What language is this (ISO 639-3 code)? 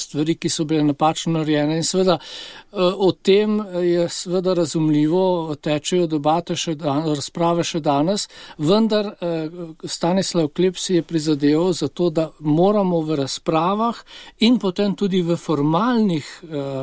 slv